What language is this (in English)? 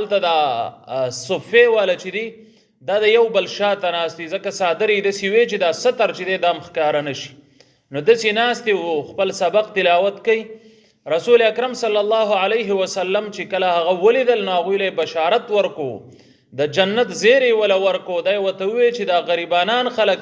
Pashto